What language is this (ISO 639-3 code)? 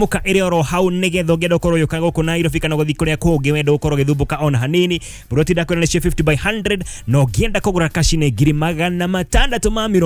kik